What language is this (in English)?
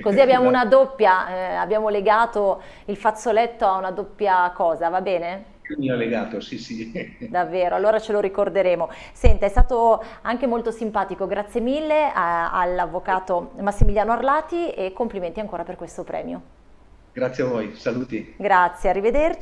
Italian